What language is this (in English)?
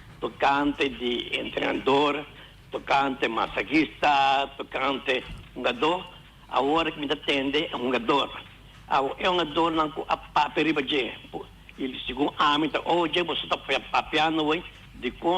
Papiamento